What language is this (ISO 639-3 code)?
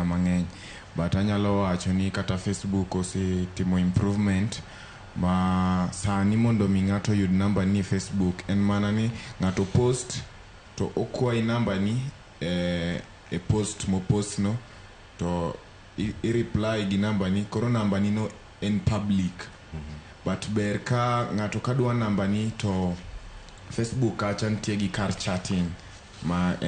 luo